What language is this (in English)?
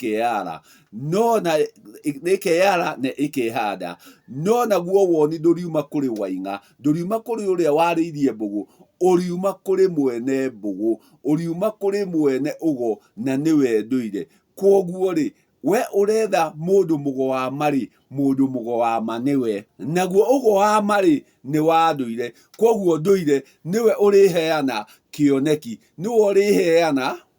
Kikuyu